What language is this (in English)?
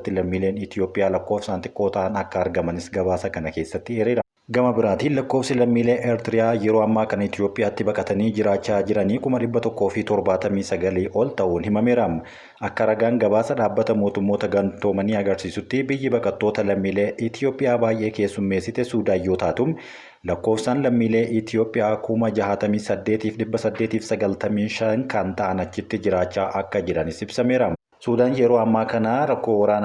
Oromo